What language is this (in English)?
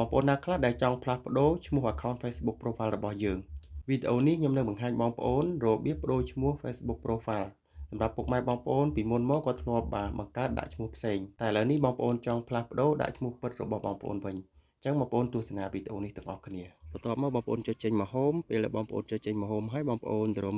Khmer